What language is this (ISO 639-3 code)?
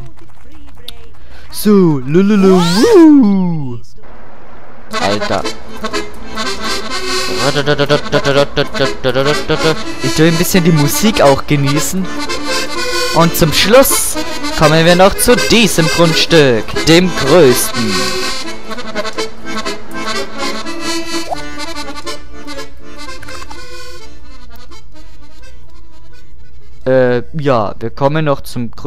deu